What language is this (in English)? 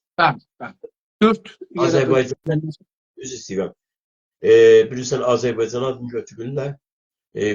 South Azerbaijani